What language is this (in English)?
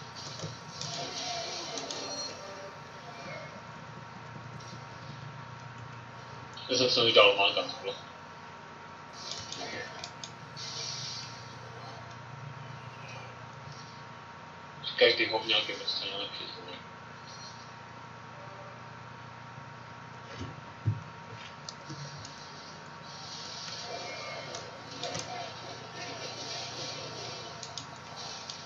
Slovak